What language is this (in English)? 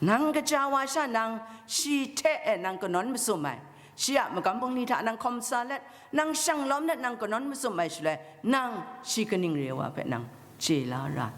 Kachin